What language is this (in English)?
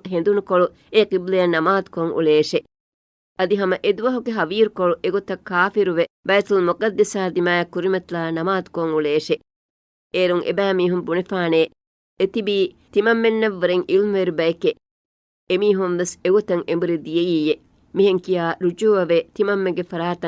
Divehi